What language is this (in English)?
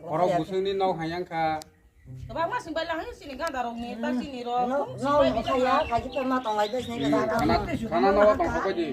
Kok Borok